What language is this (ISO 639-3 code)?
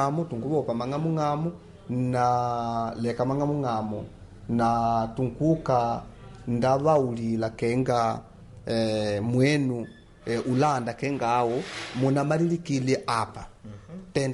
kde